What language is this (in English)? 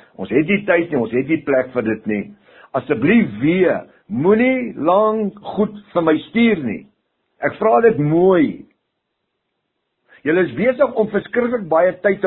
Afrikaans